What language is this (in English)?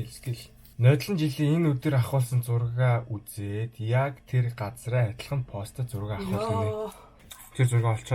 Mongolian